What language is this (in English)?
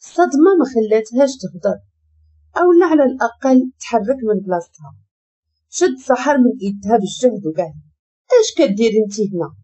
Moroccan Arabic